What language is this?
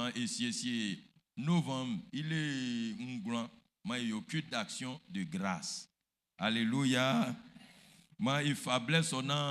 Baoulé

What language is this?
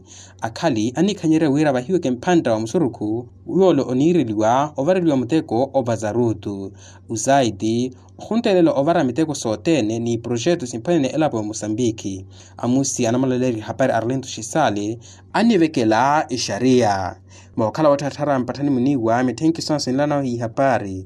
Makhuwa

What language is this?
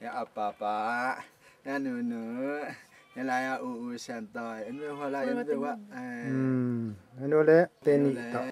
Tedim Chin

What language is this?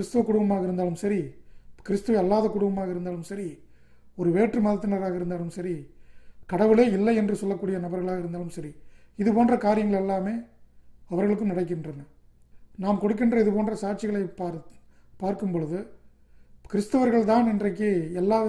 Tamil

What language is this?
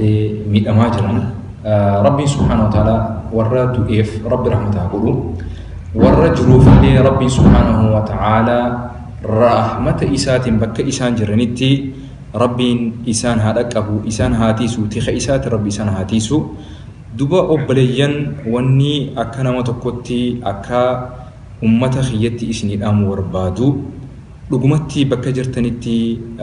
Oromo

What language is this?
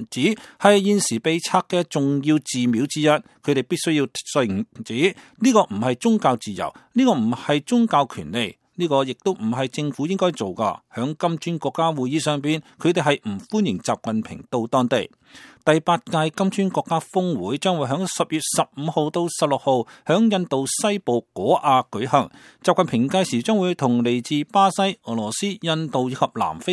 Cantonese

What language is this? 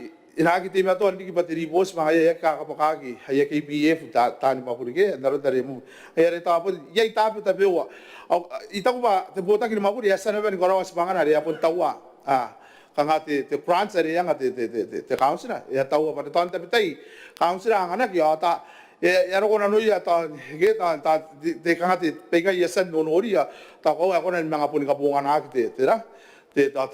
Gilbertese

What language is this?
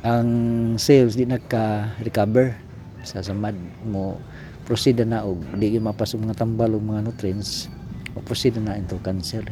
Cebuano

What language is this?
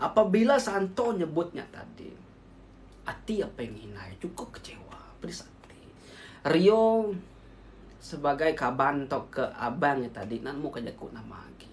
Iban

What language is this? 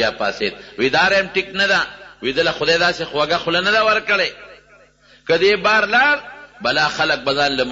Pashto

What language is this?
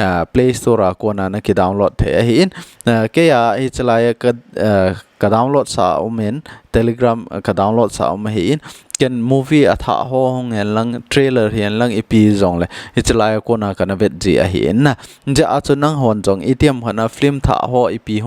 Thado Chin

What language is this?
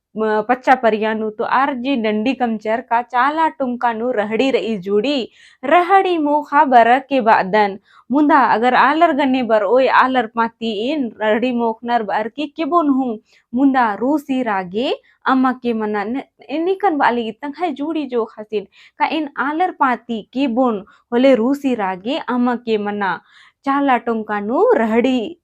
Kurukh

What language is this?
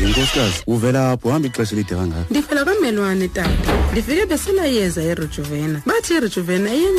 Xhosa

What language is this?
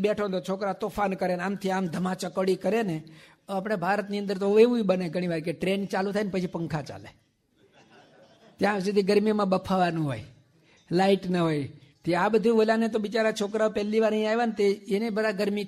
Gujarati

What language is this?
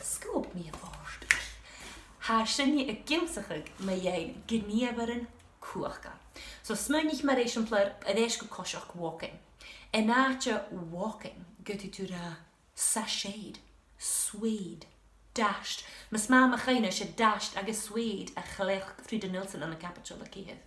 Scottish Gaelic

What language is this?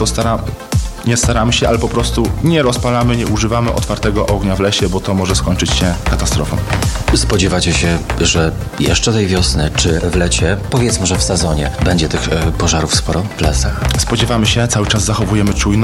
Polish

